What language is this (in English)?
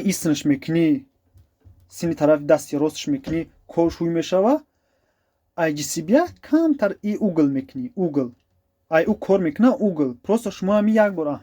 Tajik